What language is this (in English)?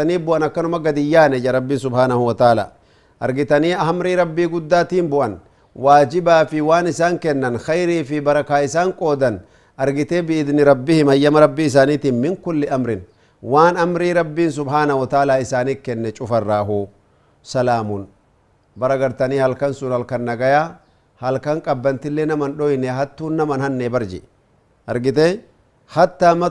Oromo